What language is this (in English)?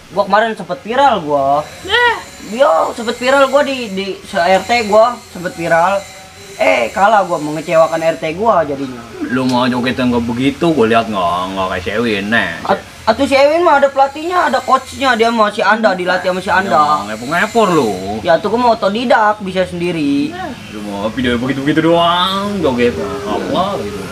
Betawi